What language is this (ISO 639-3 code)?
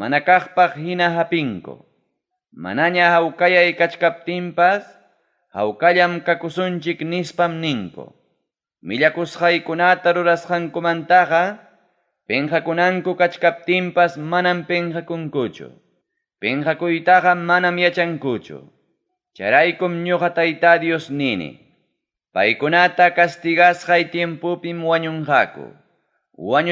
quy